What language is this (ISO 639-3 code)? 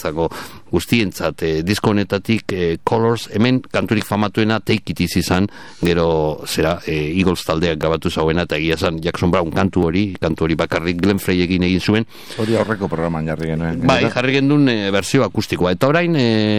eus